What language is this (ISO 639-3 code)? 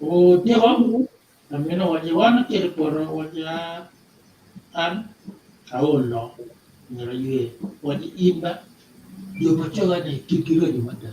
ach